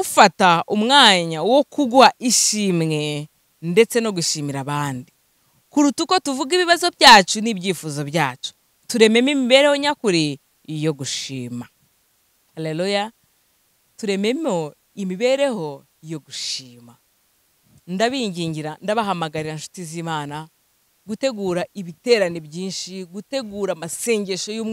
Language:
Kinyarwanda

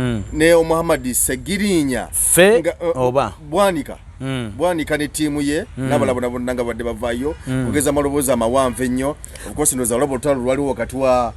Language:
Ganda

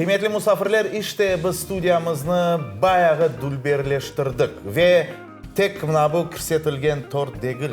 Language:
Crimean Tatar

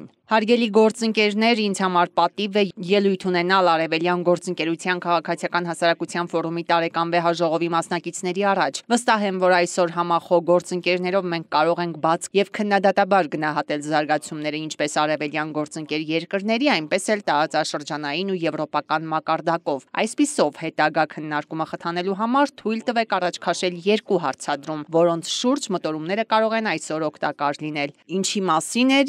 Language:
Armenian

